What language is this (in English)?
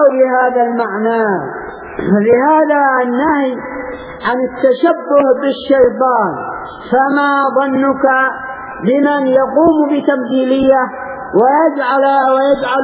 Arabic